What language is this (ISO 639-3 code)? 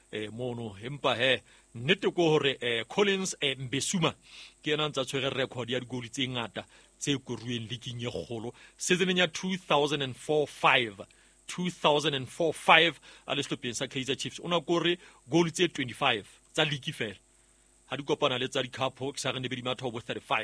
sot